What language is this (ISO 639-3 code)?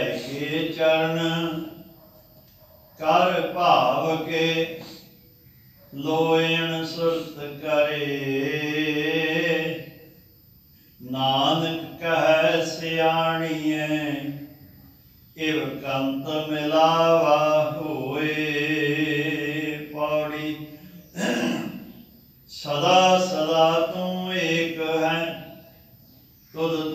pan